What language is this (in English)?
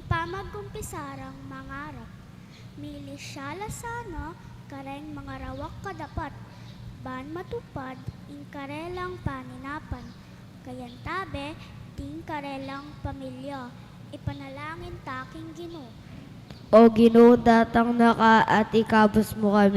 Pampanga